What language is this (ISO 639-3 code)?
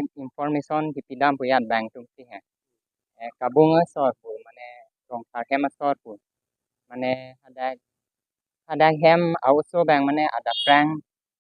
mjw